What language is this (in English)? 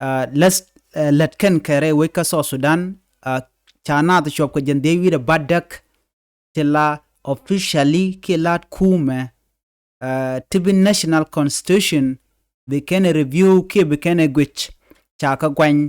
Nuer